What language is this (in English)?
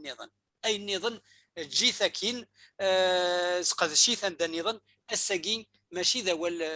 Kabyle